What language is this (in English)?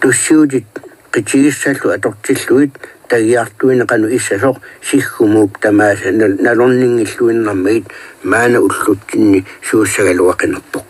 Kalaallisut